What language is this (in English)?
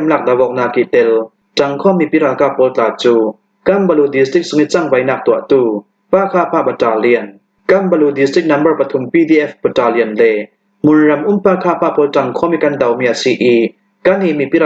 Hakha Chin